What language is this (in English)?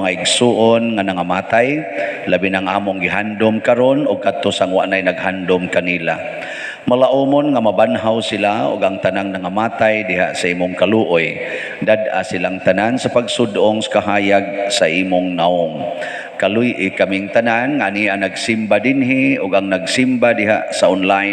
Cebuano